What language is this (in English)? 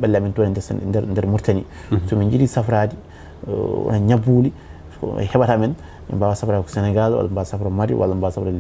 Fula